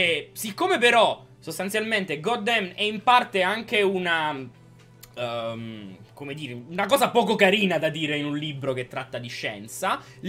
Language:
Italian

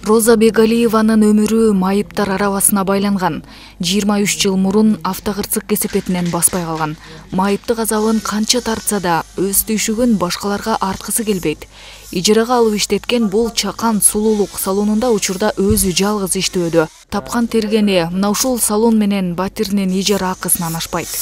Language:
Kyrgyz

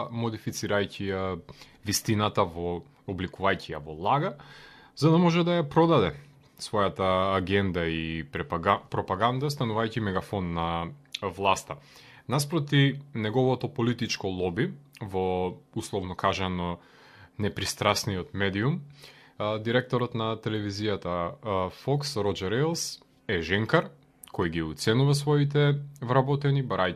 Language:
Macedonian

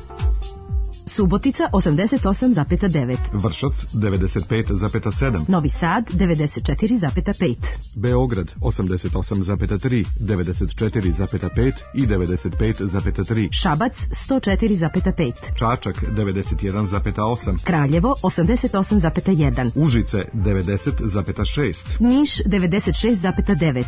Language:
Serbian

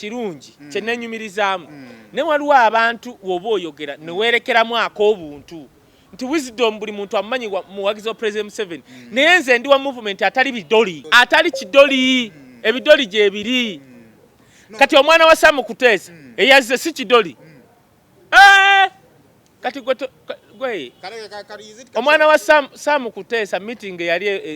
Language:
Ganda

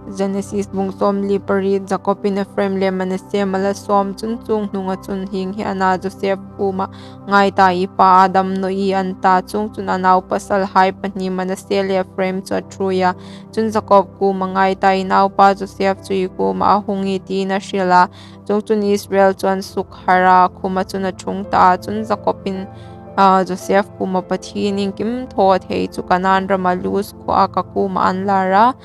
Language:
Hmar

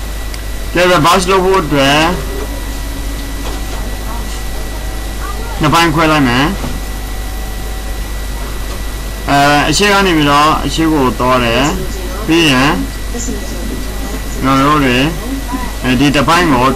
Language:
Burmese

